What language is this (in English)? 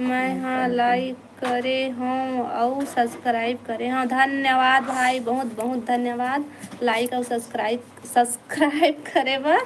Chhattisgarhi